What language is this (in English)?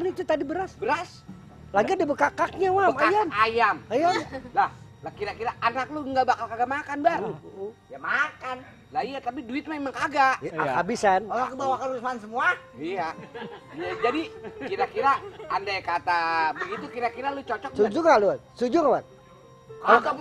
Betawi